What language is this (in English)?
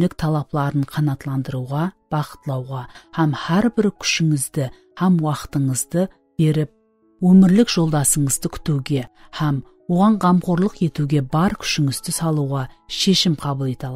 Kara-Kalpak